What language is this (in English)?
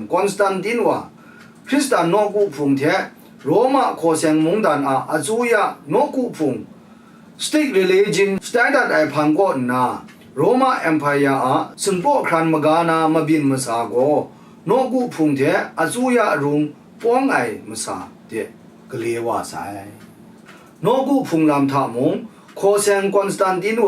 Kachin